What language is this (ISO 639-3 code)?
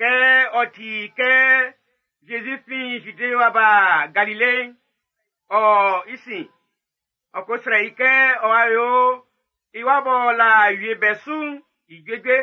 bci